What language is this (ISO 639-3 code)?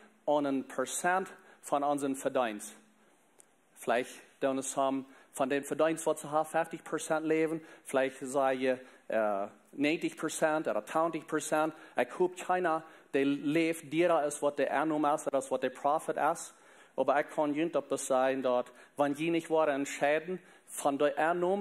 pdt